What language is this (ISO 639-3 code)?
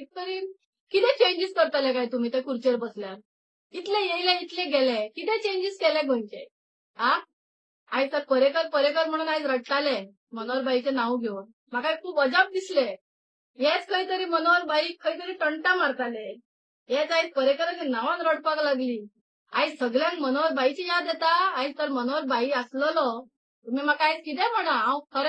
kok